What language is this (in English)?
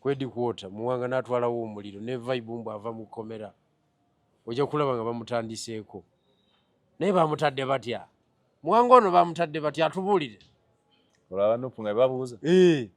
Ganda